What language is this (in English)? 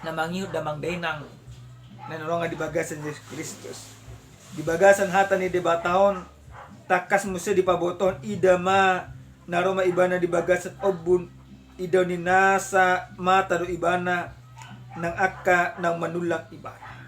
Batak Toba